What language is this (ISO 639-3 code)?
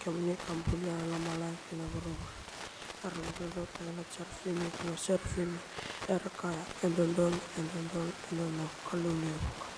fij